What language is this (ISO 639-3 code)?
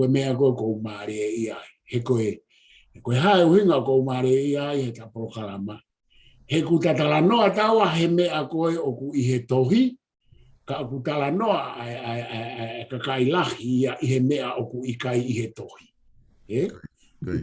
ton